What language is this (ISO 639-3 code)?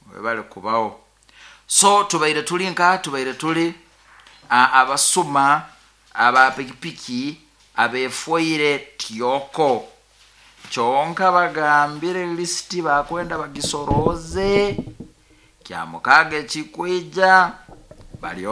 nyo